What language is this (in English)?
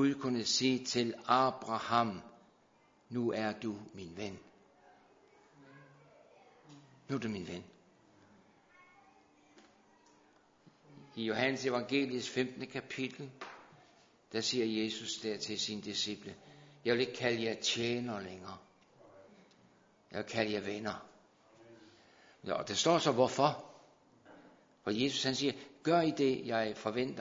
Danish